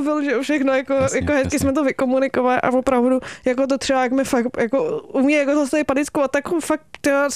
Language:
Czech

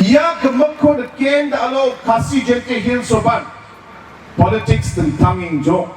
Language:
Garo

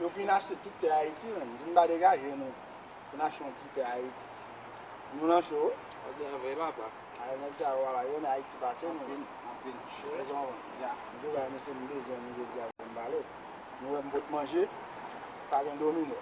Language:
Haitian Creole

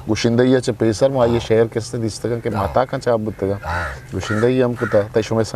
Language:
Eastern Balochi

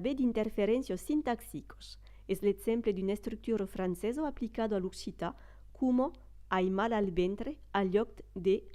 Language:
Occitan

